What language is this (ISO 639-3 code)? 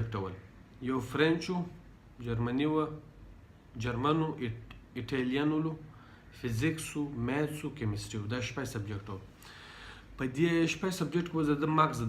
pus